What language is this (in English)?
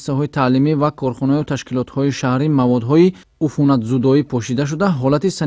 Tajik